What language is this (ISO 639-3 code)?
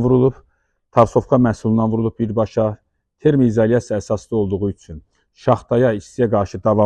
aze